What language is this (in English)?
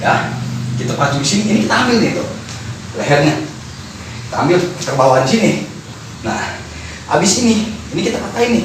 Betawi